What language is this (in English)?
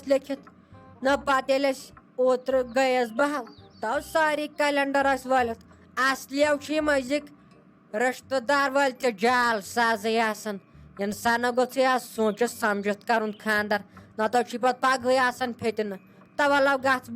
Kashmiri